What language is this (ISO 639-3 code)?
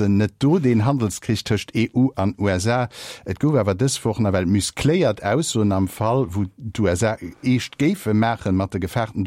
ltz